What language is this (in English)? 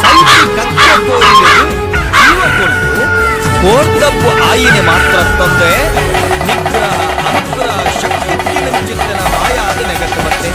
Tulu